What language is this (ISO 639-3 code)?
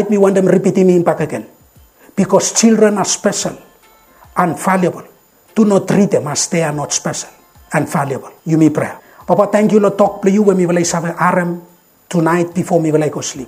bis